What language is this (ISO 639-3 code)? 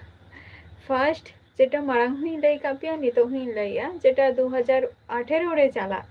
sat